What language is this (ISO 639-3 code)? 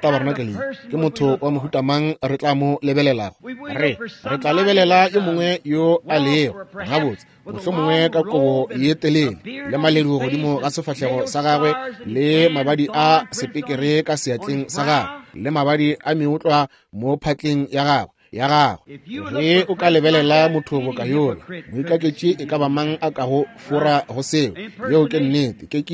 nso